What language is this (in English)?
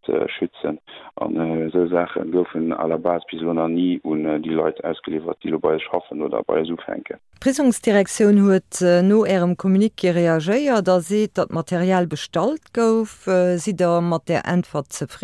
Luxembourgish